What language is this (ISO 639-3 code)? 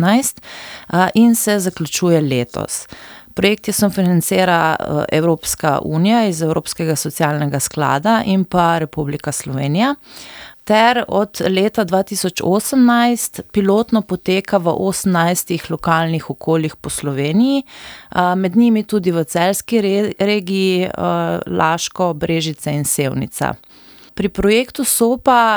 slv